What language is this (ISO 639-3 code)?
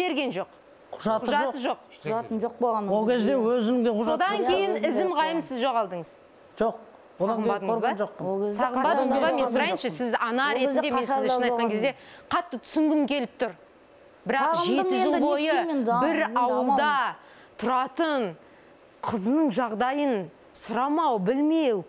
kaz